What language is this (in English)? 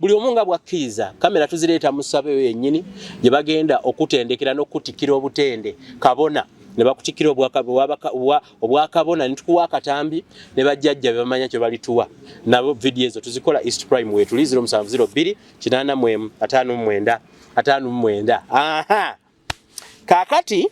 Ganda